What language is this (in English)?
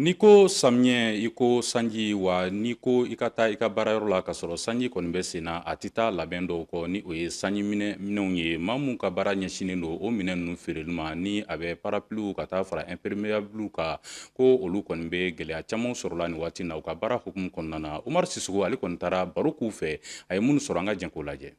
Bambara